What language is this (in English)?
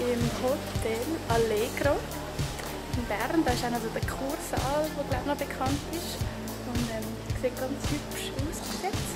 Swiss German